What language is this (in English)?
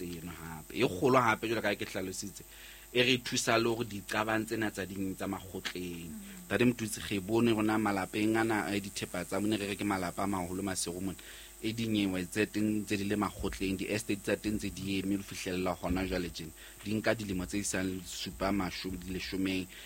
Southern Sotho